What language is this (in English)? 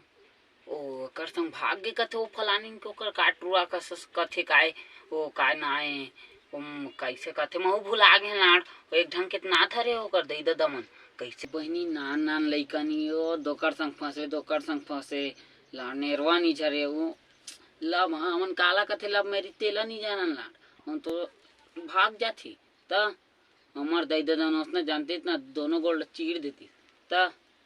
Chhattisgarhi